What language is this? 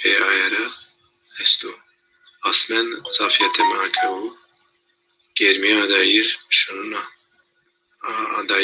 Zaza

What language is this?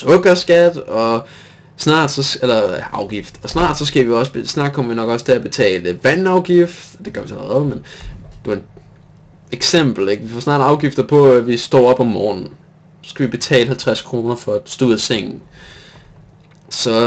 Danish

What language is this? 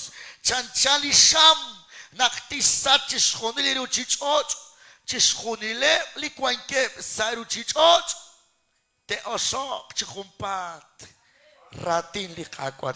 Kekchí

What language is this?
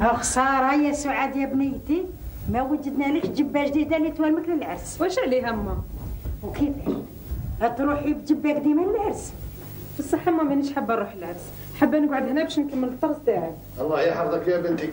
Algerian Arabic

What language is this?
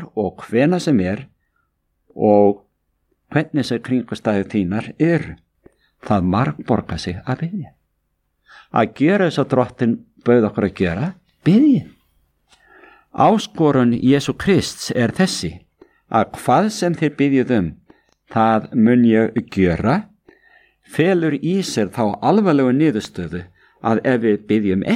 Icelandic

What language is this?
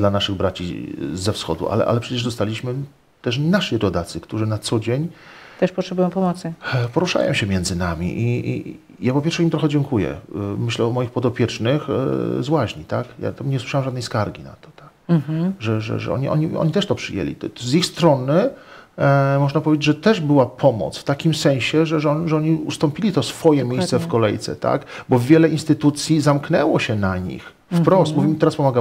Polish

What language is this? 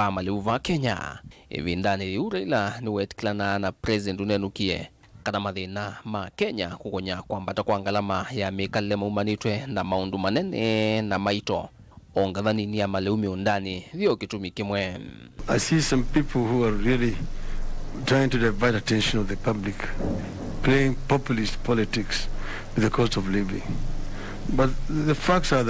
Kamba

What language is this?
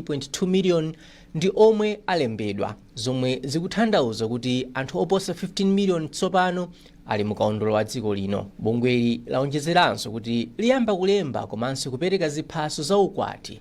Nyanja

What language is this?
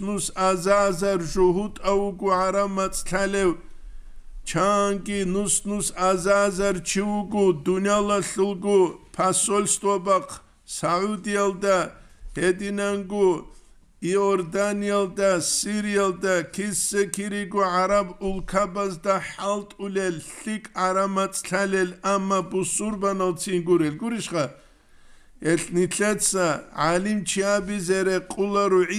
Avaric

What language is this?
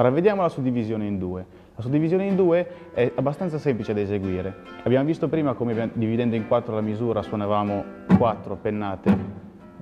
Italian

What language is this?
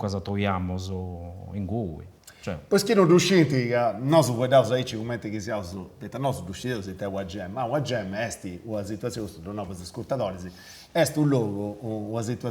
Sardinian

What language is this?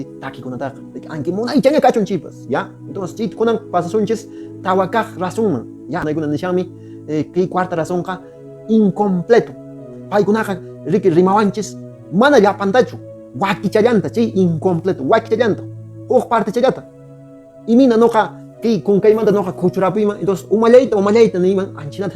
Quechua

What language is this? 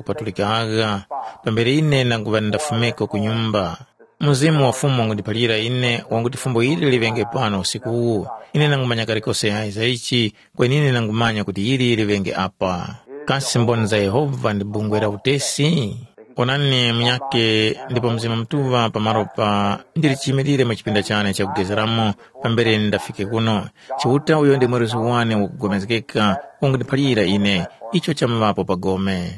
Tumbuka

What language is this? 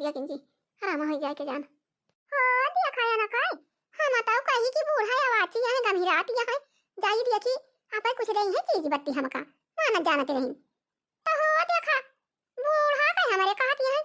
Awadhi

